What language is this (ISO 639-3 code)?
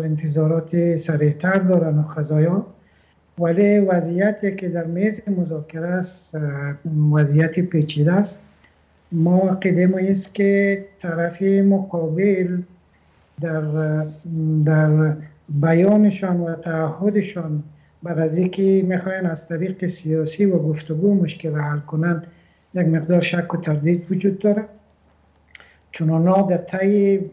fas